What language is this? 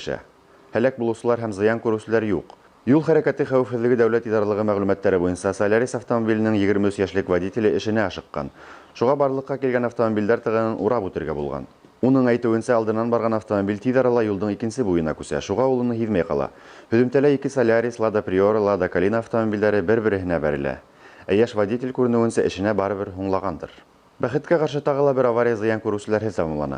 Bashkir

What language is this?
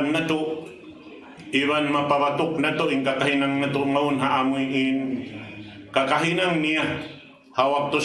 Tausug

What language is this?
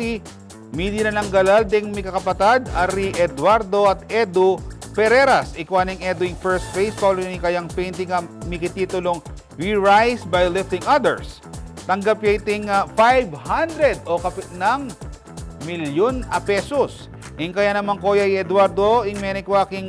Pampanga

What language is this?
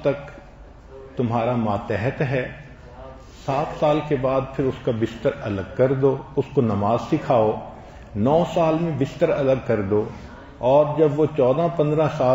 Urdu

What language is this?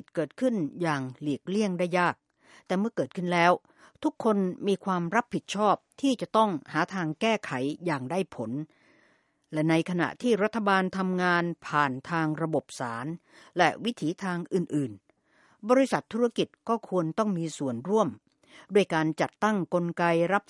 Thai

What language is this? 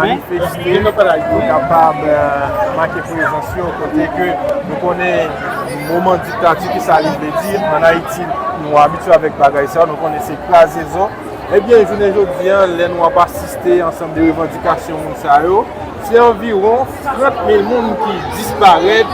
Haitian Creole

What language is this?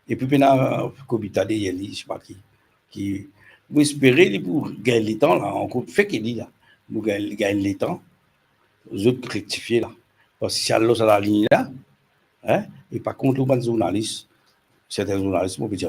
Morisyen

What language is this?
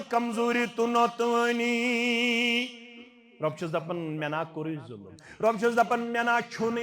Kashmiri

